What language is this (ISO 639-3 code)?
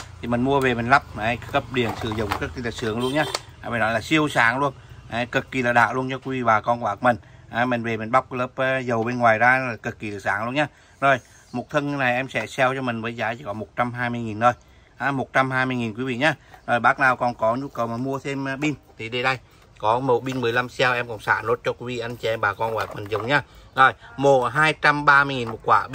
vie